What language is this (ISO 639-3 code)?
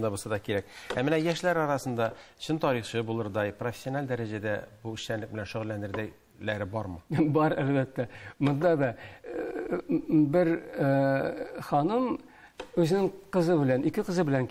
tat